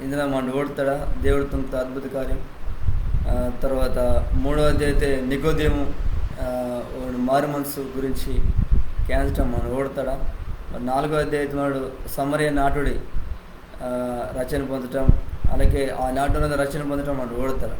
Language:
Koya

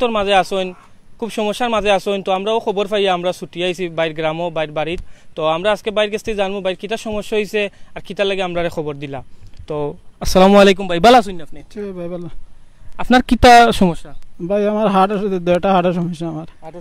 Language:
Sylheti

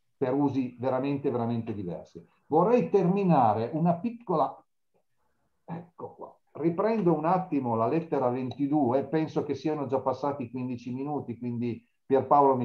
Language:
Italian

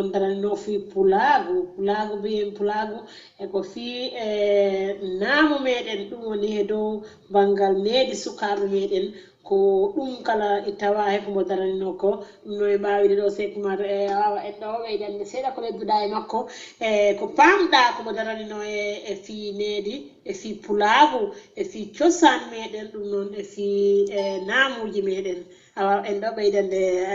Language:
Fula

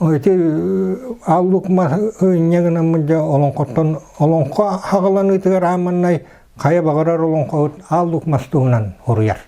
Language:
Yakut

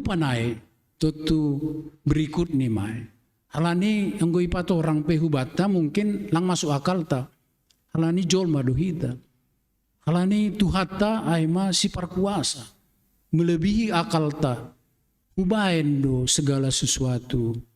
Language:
Batak Simalungun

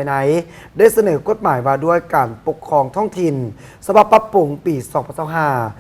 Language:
Lao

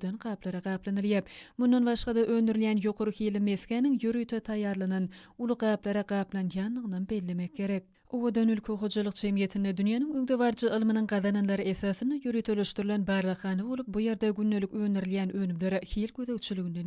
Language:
Turkmen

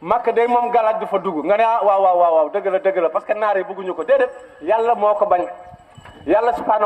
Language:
Wolof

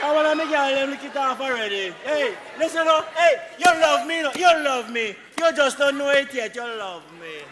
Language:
Jamaican Creole English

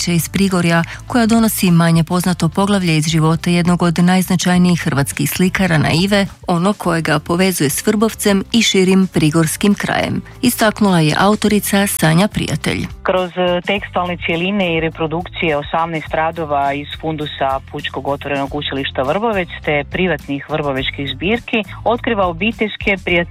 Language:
Croatian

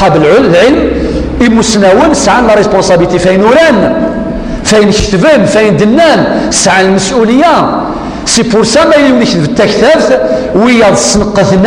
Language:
Kabyle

